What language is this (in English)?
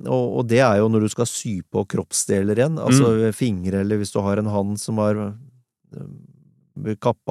Norwegian